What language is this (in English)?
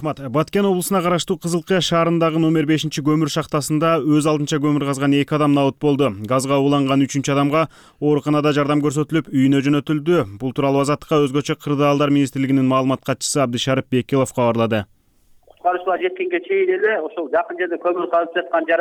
Kyrgyz